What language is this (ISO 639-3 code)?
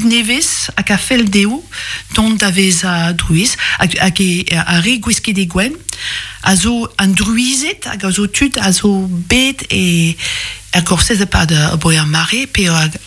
bre